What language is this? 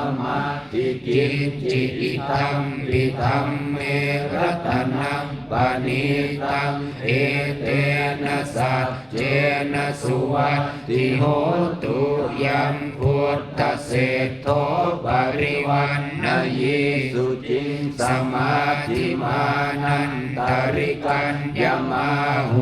Pali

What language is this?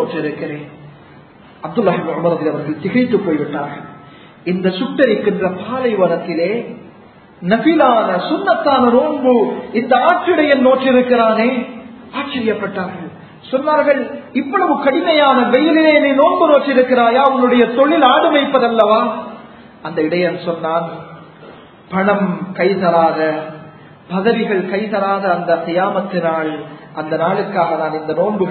Tamil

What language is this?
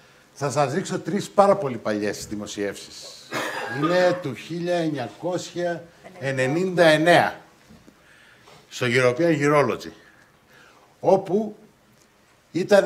Greek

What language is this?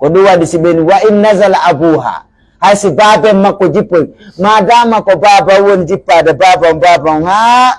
Pular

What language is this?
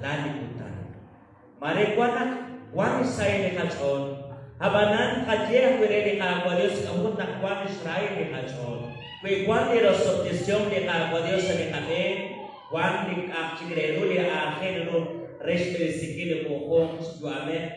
Kekchí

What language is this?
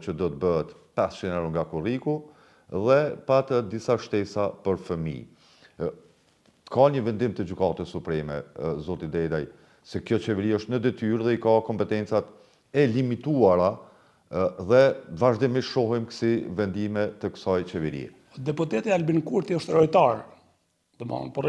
Albanian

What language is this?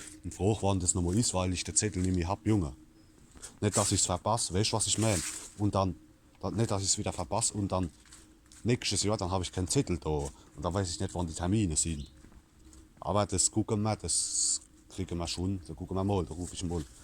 Palatine German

